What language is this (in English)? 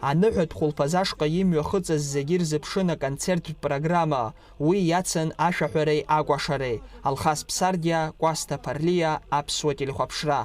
Abkhazian